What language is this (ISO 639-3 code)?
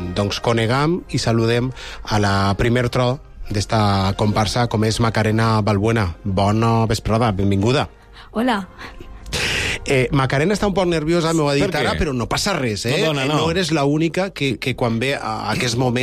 cat